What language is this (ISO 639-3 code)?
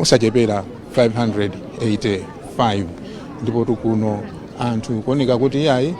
nya